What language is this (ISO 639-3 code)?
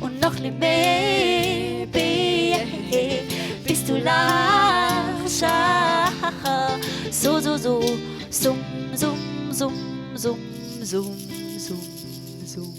gsw